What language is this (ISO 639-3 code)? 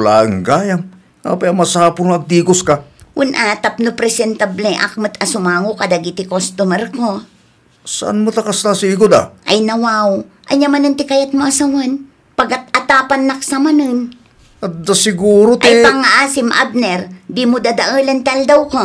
ilo